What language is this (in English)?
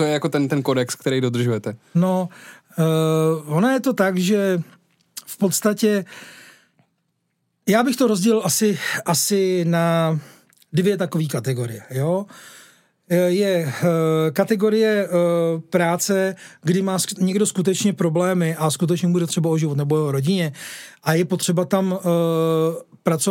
Czech